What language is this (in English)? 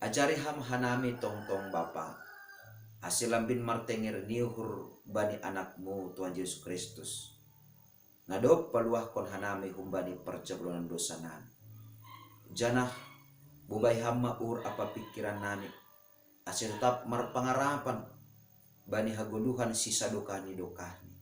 Batak Simalungun